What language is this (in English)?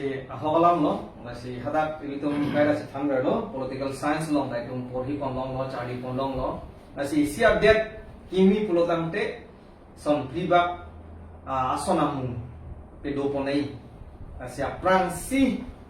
Karbi